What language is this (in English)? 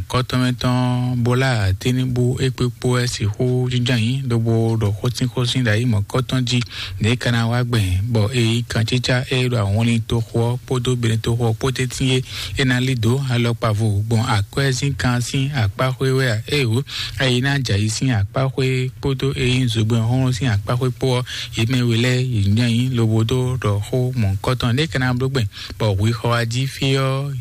Fon